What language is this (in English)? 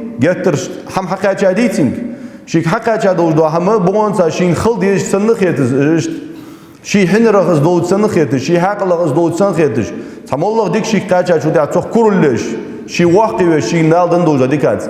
Ingush